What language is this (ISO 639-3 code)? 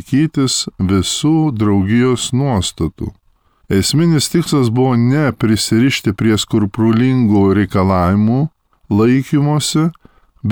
lit